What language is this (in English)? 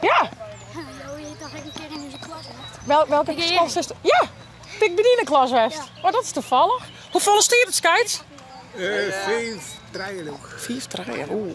Western Frisian